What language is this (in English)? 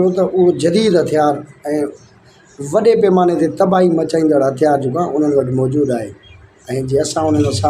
Sindhi